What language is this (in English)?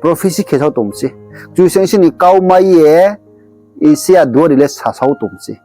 Riang (India)